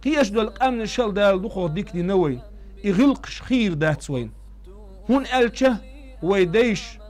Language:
Chechen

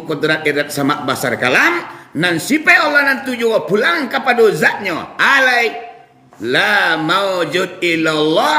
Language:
Minangkabau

